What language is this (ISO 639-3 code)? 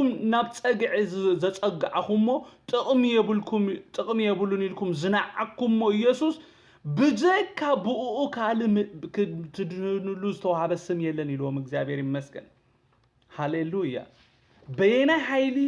tir